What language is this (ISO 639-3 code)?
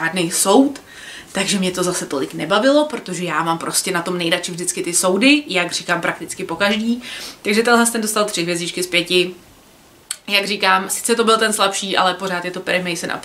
ces